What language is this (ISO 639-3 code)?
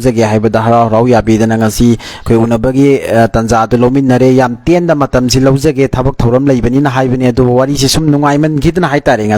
mni